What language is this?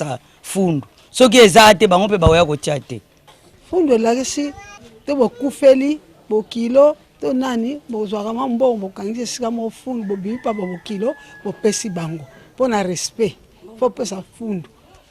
Lingala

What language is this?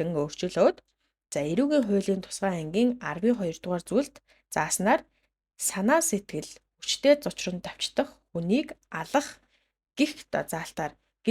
Mongolian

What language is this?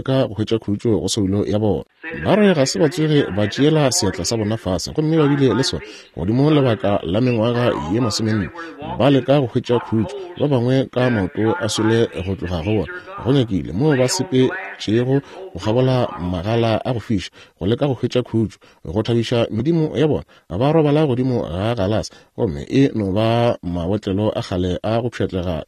Northern Sotho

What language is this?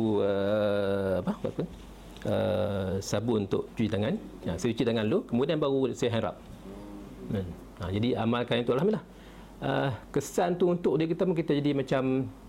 Malay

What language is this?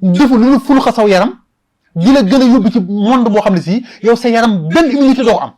Wolof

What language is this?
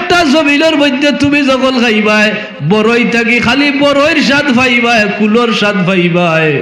Sylheti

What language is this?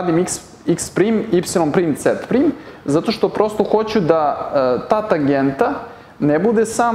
Serbian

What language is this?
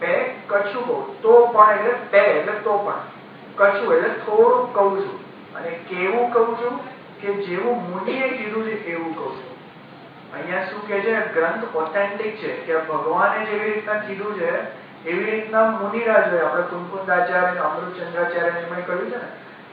Gujarati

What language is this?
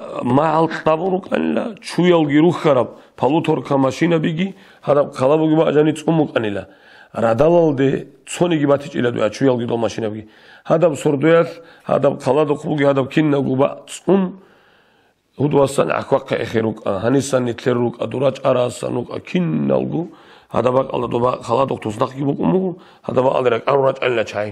Avaric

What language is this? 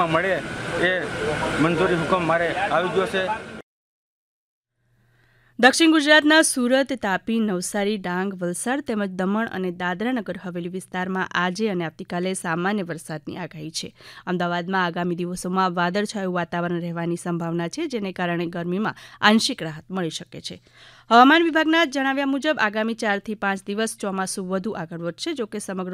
Gujarati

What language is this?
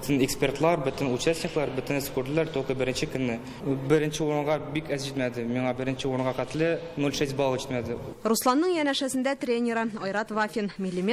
Tatar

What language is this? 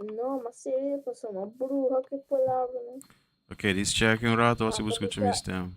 Papiamento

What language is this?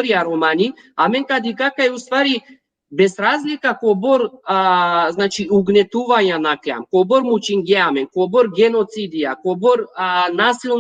Balkan Romani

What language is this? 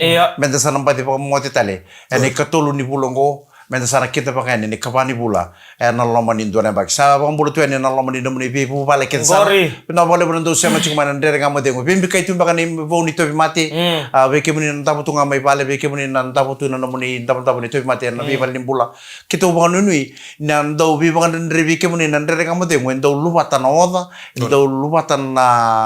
Fijian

